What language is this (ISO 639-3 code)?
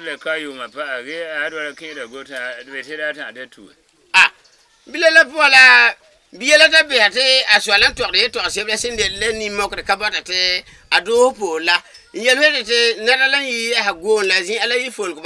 gur